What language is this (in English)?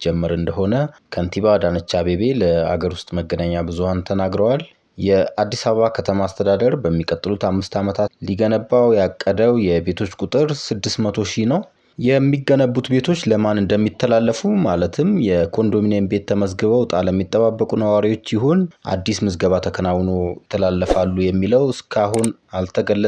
Amharic